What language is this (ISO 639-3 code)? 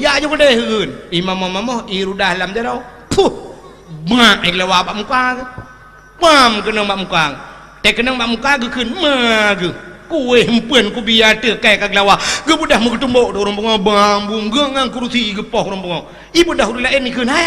ace